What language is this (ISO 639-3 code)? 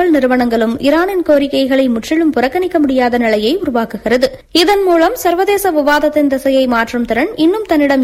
tam